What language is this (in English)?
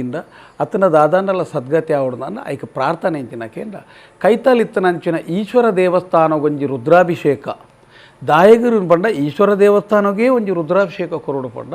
Tulu